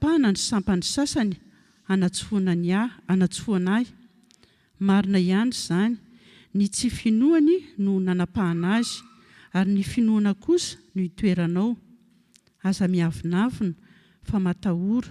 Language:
Malagasy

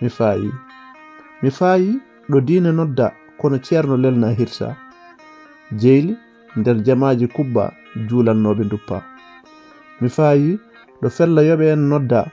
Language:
Fula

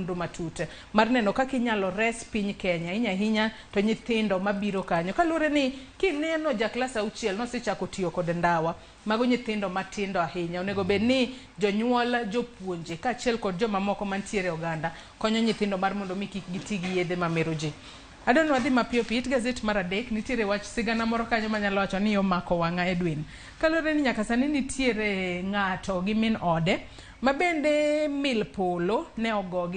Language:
Luo (Kenya and Tanzania)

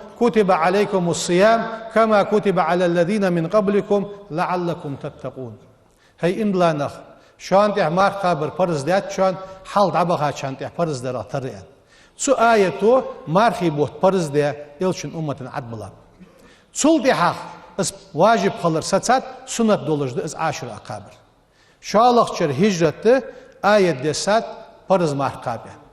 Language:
Ingush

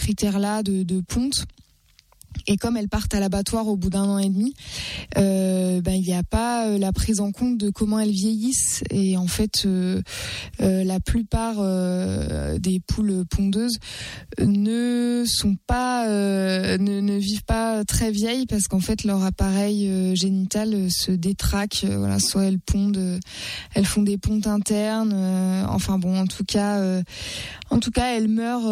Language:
French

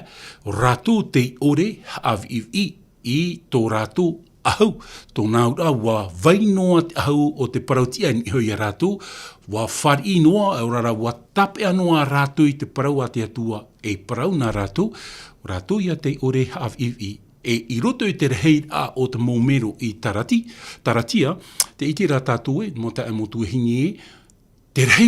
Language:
Tahitian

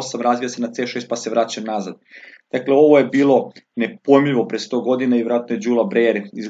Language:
Serbian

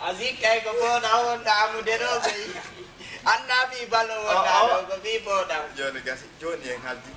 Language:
Fula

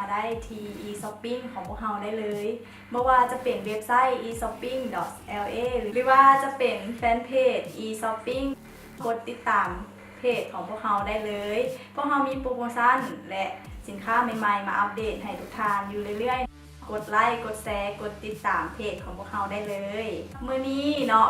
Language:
Lao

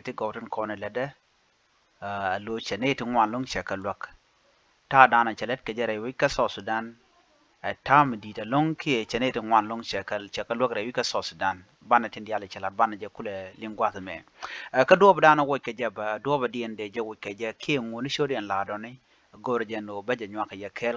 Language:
Nuer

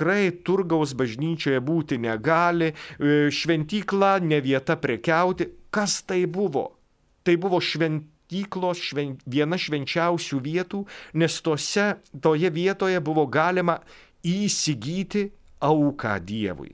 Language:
Lithuanian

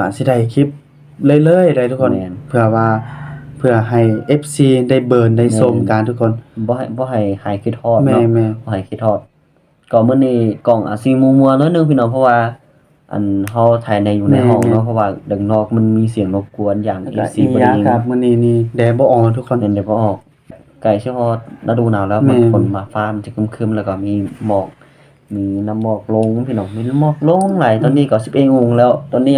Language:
Lao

